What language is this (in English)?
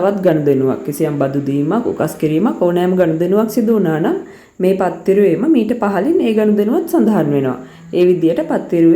Sinhala